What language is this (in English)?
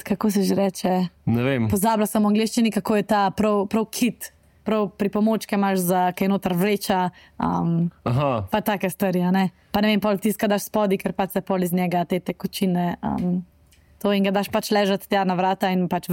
Slovenian